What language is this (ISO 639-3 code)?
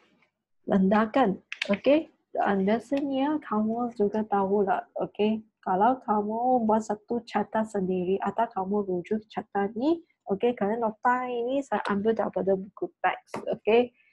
msa